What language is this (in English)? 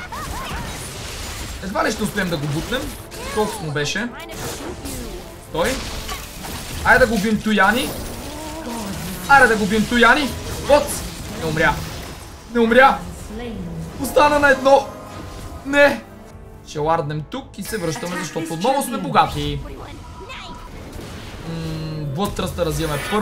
Bulgarian